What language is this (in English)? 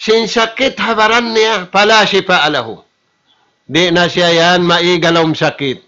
Tausug